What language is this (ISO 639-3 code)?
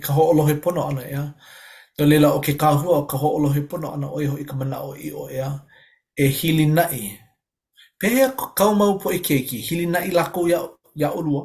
haw